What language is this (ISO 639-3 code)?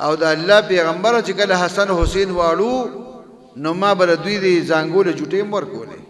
pus